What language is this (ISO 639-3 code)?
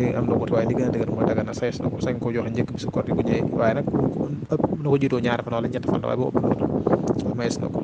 wol